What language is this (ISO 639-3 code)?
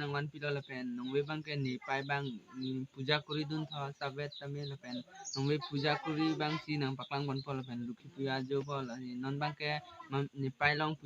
mjw